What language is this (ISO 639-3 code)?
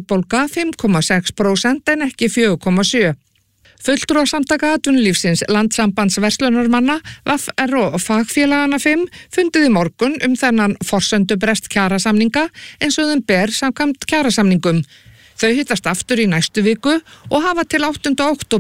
isl